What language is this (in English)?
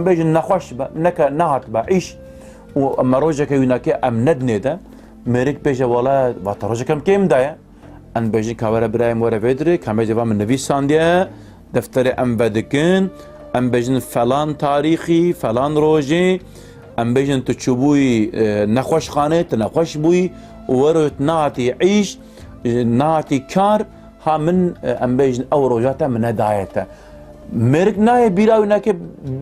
Kurdish